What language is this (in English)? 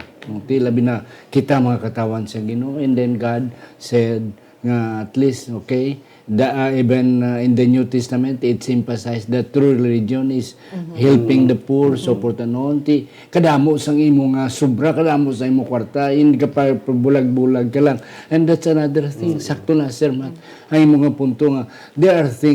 Hiligaynon